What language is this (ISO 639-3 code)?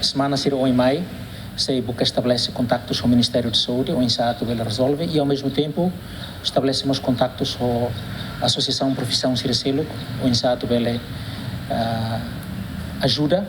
tet